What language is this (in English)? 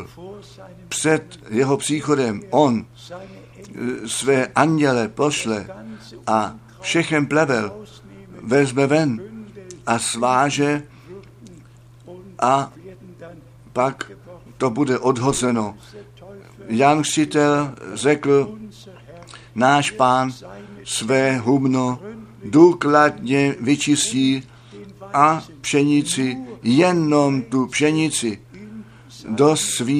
Czech